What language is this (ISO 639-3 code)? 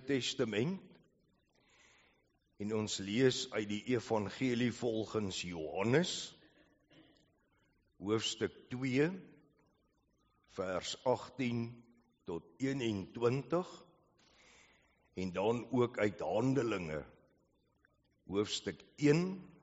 afr